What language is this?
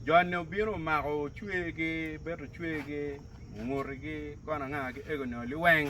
Acoli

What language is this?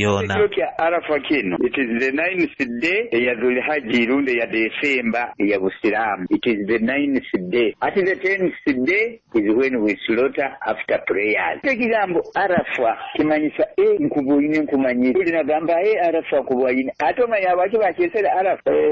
Nyoro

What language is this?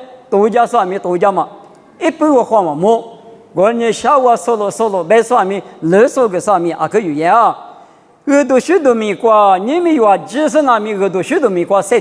Lisu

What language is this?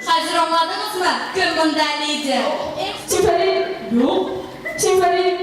Tatar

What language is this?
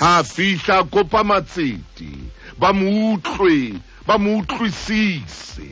Southern Sotho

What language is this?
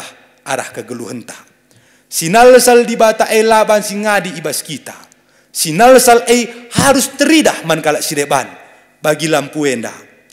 Batak Karo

